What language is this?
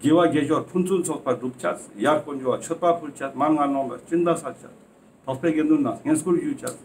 Ladakhi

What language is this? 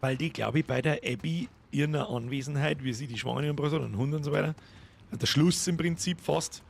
Bavarian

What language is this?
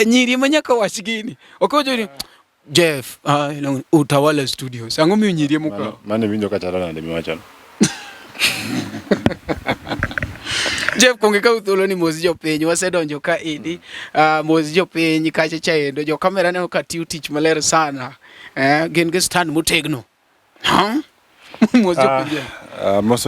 Luo (Kenya and Tanzania)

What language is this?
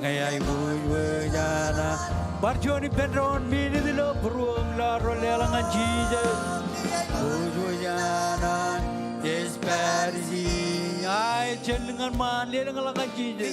Marshallese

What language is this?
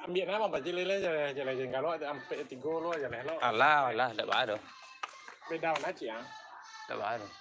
Minangkabau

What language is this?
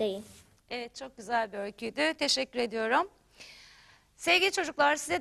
Turkish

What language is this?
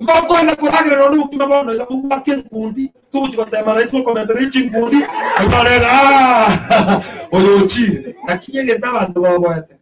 Gusii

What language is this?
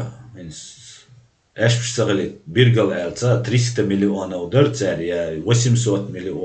Chechen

